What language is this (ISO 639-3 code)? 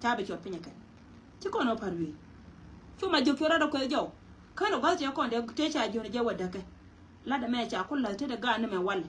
nus